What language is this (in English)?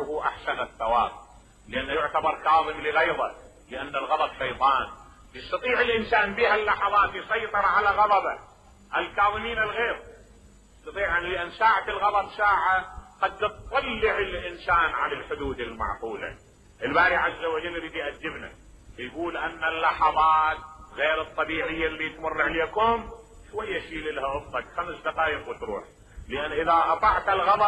Mesopotamian Arabic